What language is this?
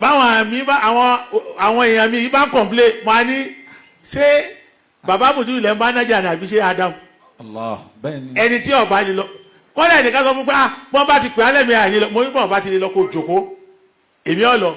Yoruba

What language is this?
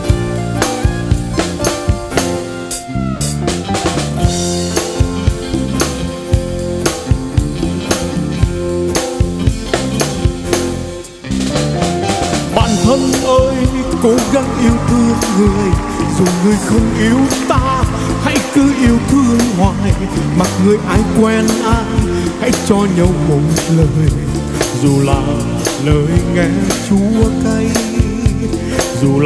Vietnamese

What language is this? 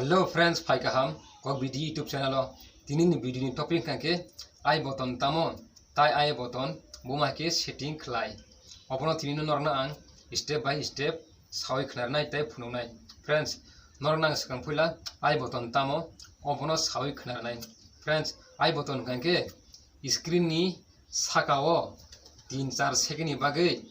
Kok Borok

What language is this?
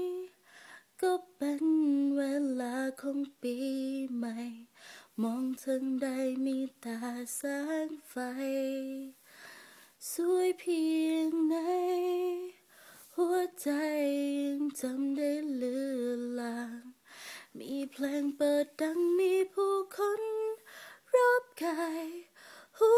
Thai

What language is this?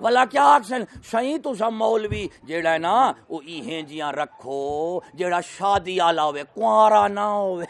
Saraiki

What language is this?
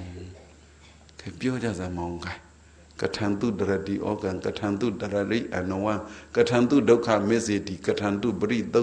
Burmese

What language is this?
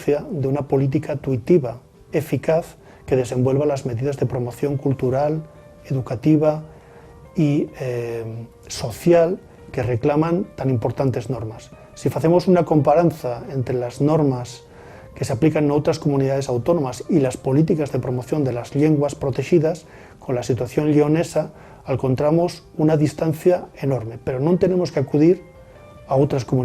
Asturian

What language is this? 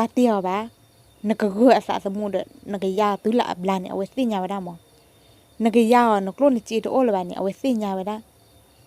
S'gaw Karen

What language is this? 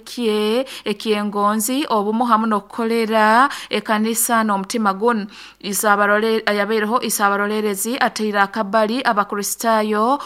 Nyoro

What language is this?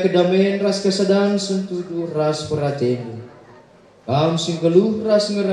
Batak Karo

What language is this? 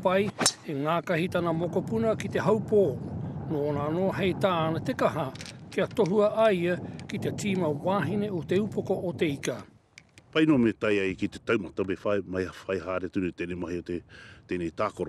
Māori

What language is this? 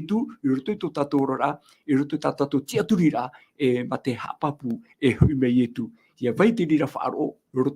Tahitian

